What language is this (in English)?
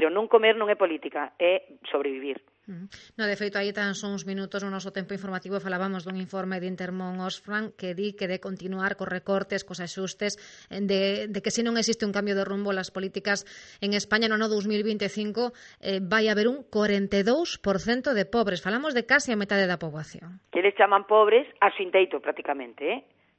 Galician